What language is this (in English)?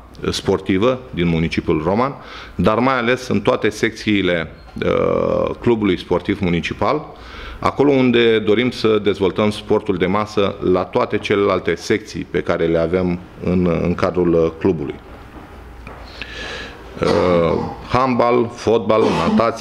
Romanian